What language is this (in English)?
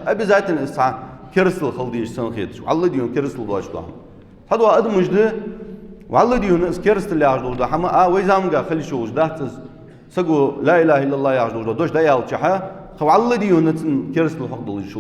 Ingush